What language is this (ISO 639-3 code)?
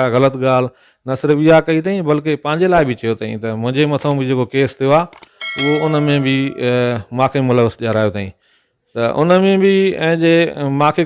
snd